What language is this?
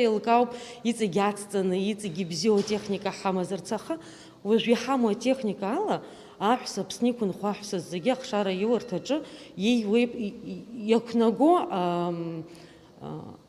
Abkhazian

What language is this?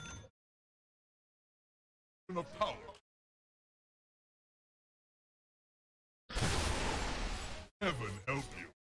Indonesian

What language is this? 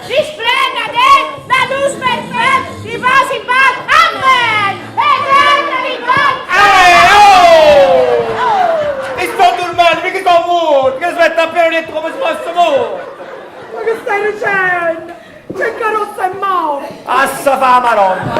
Neapolitan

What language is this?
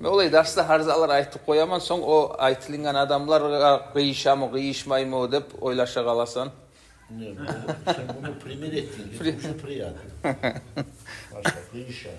Kumyk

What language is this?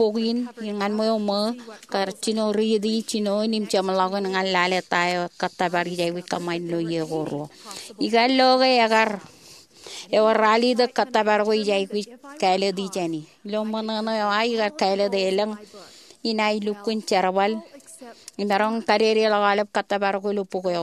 Marshallese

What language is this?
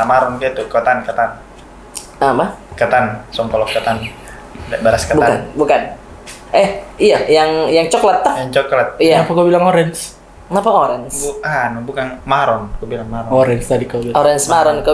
Makassar Malay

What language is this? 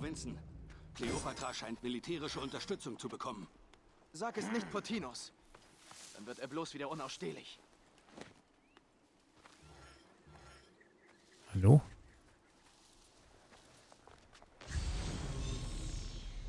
German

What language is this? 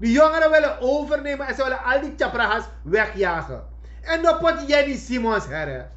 Sranan Tongo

